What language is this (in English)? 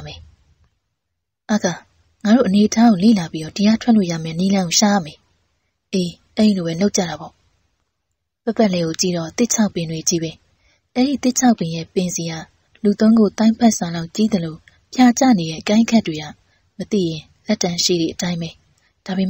Burmese